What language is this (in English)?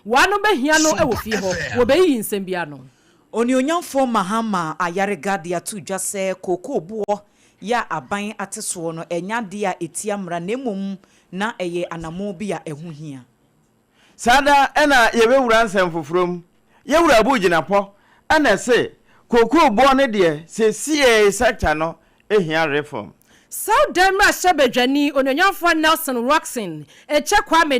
Akan